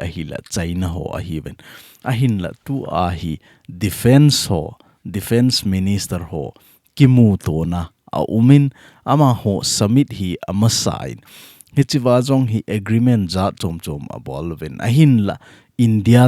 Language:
Thado Chin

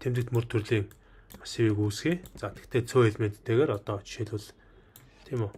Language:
Mongolian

